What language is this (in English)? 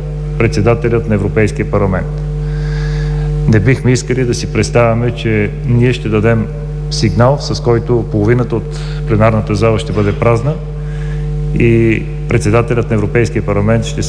Bulgarian